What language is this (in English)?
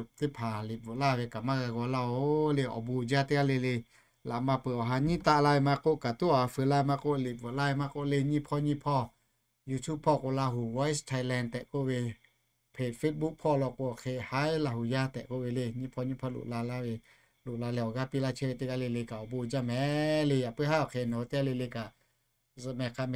Lahu